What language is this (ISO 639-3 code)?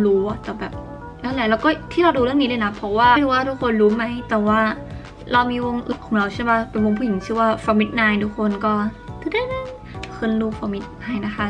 tha